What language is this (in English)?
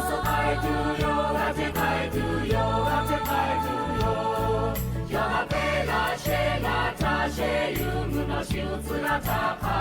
Lahu